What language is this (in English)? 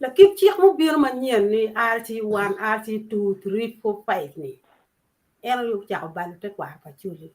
Acoli